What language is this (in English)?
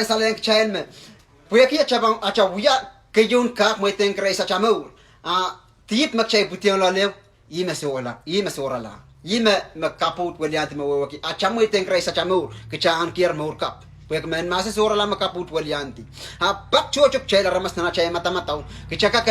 Pohnpeian